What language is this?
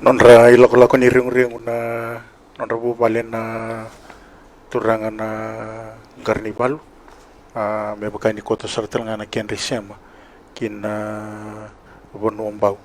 Fijian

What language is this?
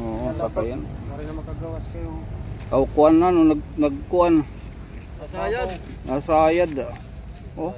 Waray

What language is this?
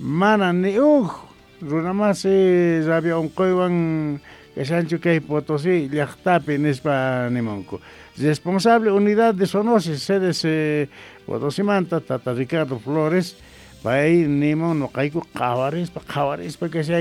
Quechua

